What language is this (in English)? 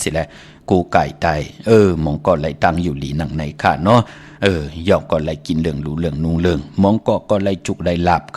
Shan